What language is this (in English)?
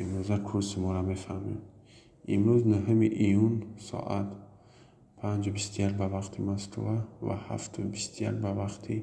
Tajik